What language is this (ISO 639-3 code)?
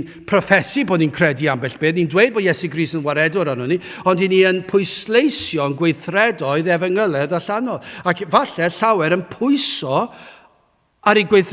cym